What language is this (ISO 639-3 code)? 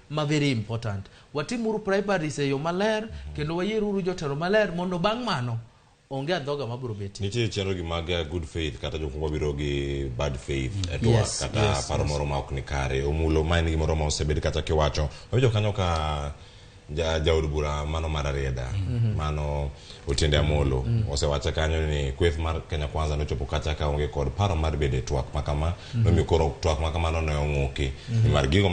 luo